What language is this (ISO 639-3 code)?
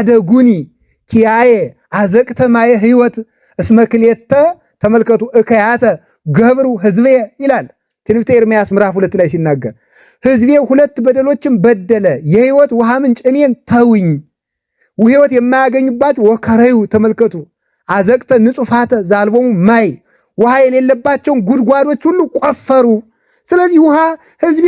amh